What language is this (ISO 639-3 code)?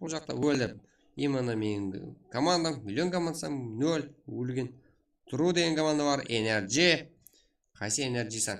kaa